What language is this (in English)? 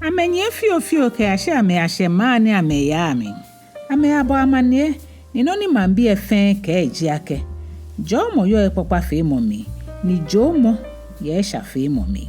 Ga